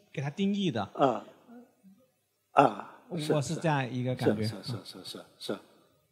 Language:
Chinese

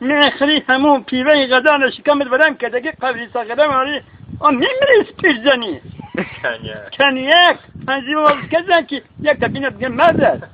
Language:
Tajik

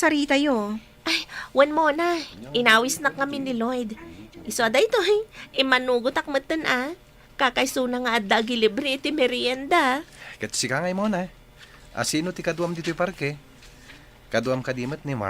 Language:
Iloko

